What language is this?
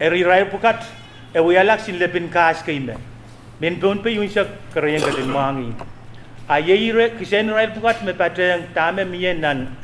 Pohnpeian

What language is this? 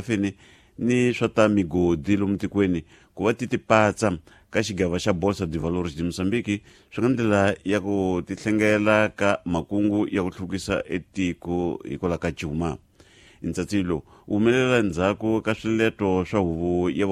Tsonga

